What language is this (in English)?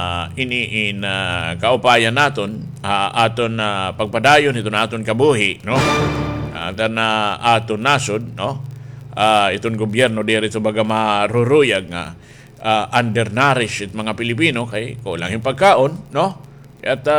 Waray